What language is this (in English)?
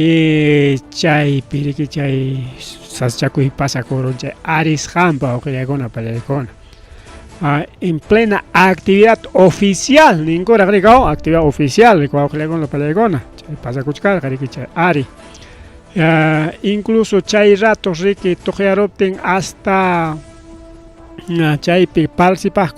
Ayacucho Quechua